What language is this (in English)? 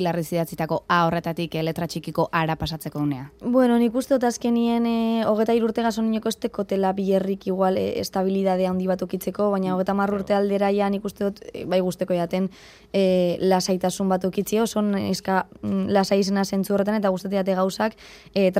Basque